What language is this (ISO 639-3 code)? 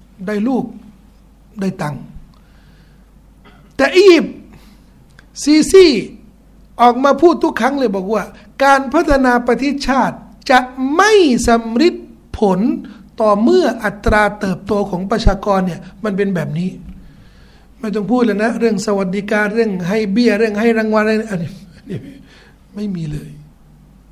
tha